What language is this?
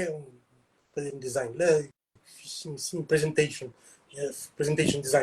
Kabuverdianu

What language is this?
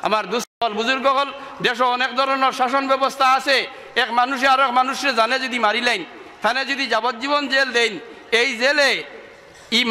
Sylheti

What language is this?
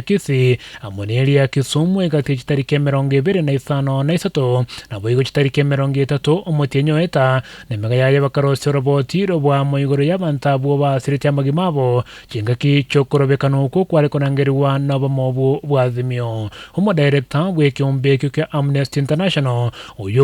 Gusii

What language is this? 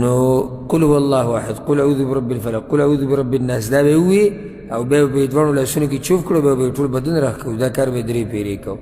Pashto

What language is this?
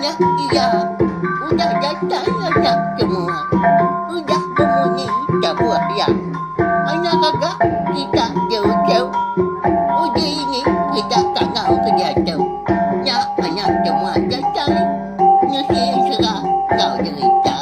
Iban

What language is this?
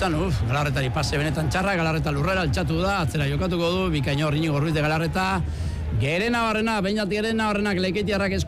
Basque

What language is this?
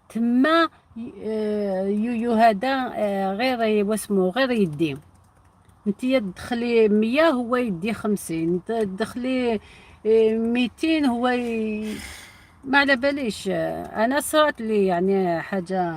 Algerian Arabic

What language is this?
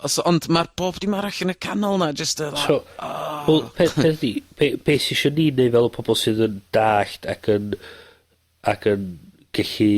Welsh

